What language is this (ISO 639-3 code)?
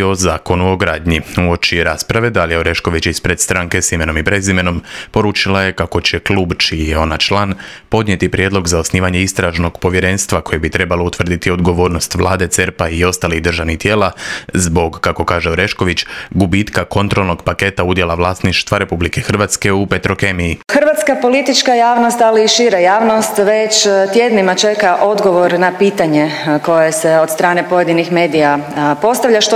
hrv